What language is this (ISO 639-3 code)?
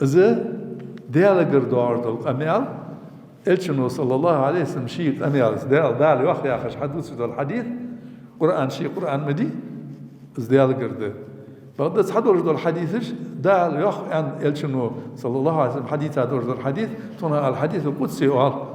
inh